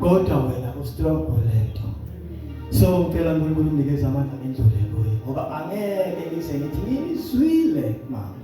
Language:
Zulu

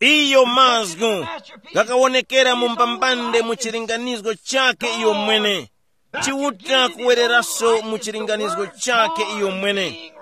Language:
Tumbuka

